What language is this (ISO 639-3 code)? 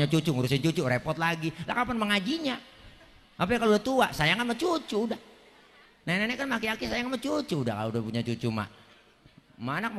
bew